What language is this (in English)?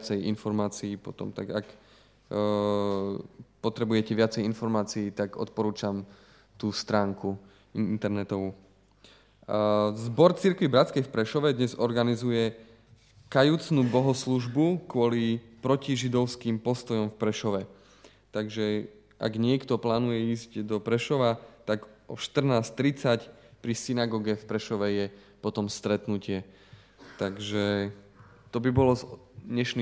Slovak